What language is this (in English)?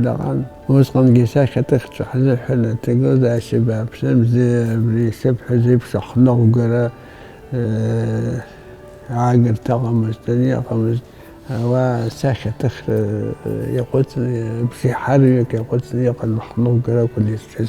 Abkhazian